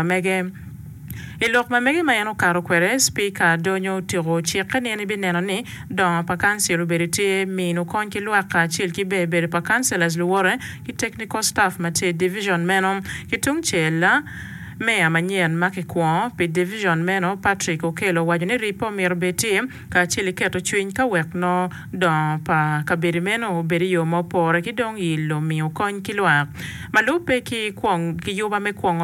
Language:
Acoli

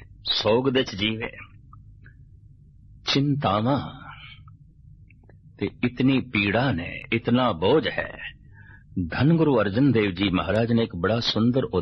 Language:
Punjabi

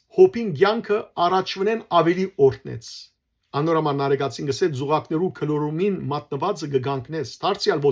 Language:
Western Armenian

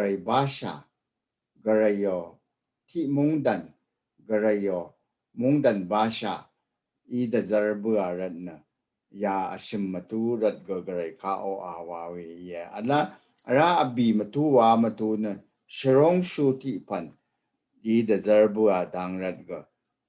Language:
Rawang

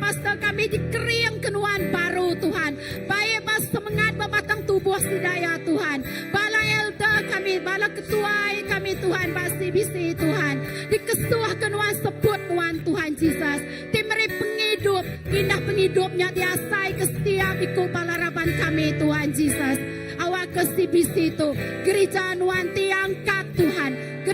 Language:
Iban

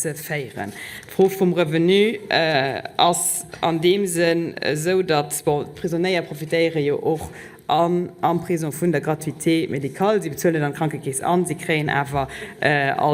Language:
Luxembourgish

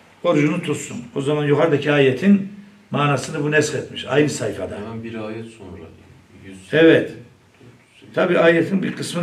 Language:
Turkish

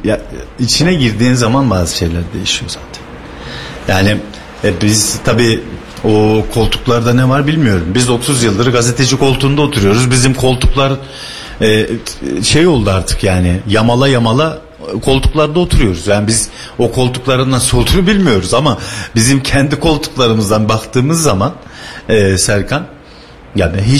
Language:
Turkish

